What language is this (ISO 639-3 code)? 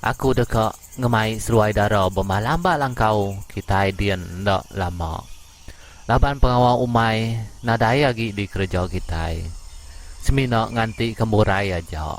iba